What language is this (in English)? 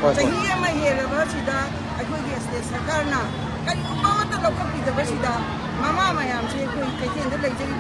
Manipuri